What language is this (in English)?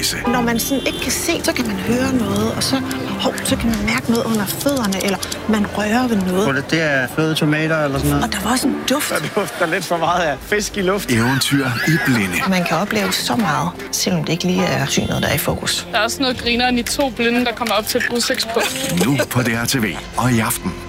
Danish